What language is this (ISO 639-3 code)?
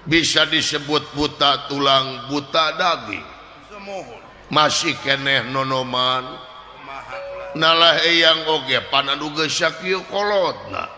sun